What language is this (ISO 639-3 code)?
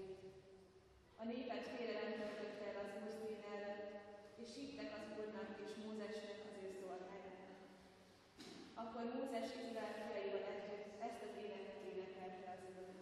hun